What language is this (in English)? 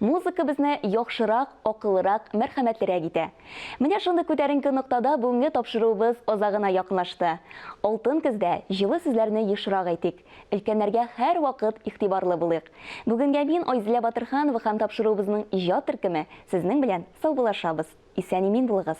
Tatar